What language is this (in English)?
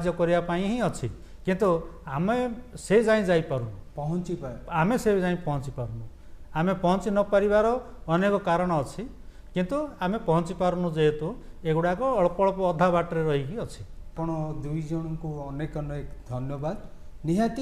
Odia